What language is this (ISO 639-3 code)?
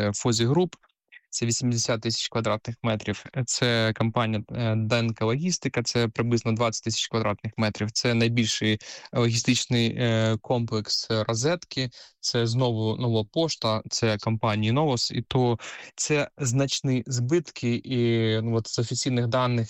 ukr